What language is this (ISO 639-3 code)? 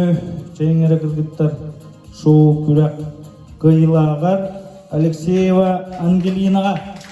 sah